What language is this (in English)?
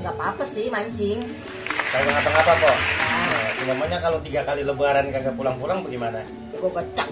Betawi